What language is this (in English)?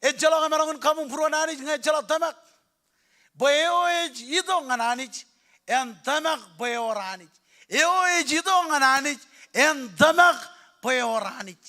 Marshallese